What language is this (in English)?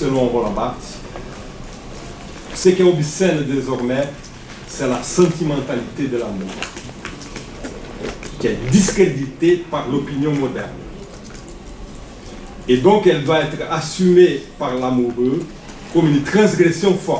French